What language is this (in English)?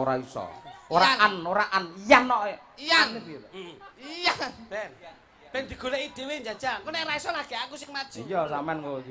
Javanese